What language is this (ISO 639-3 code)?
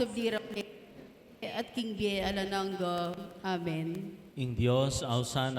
pam